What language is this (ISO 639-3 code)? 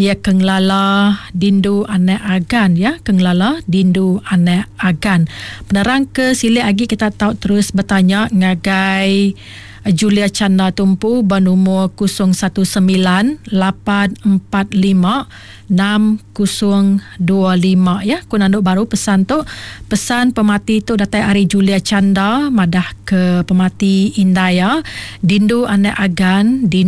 iba